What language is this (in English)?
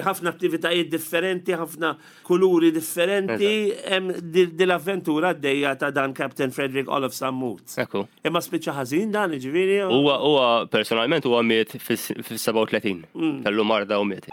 Maltese